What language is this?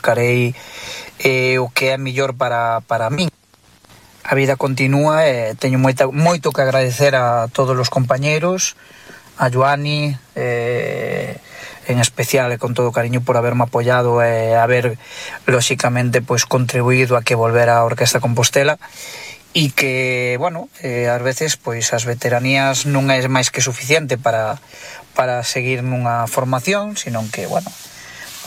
Galician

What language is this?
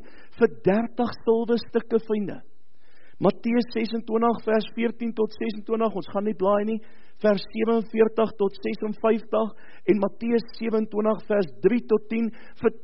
Afrikaans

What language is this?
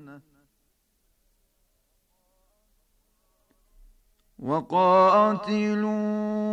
Bosnian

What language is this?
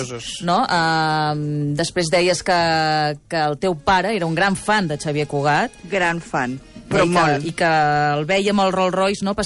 Catalan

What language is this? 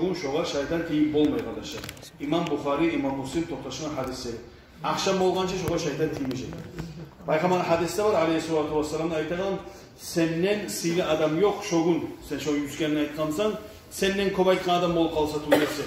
Kumyk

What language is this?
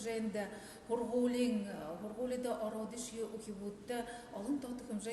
Buriat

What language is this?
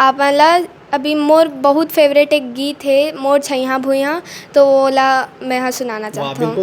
Chhattisgarhi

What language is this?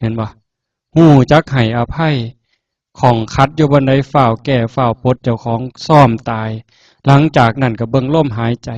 Northeastern Thai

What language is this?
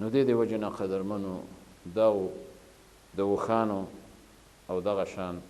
Pashto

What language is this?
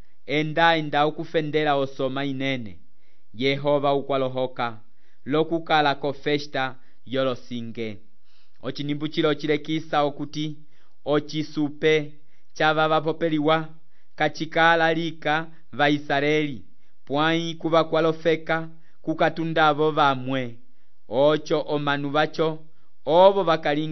Umbundu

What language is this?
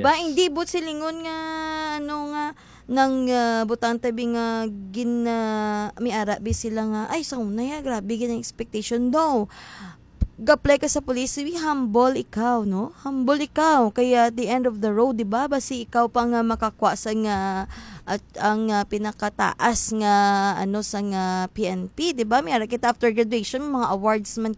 Hiligaynon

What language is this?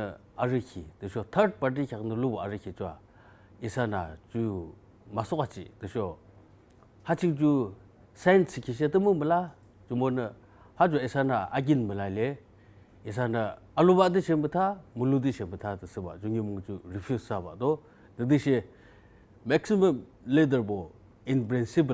Yimchungru Naga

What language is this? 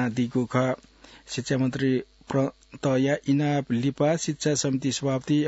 Newari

